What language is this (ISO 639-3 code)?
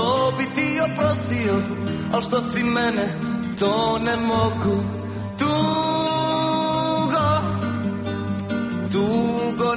hrv